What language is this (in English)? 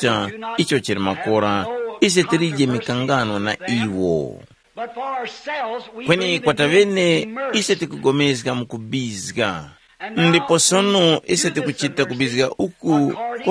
Tumbuka